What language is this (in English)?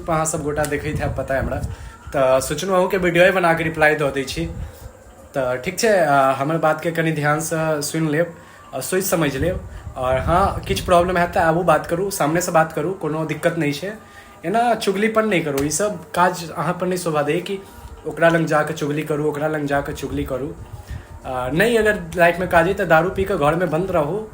Maithili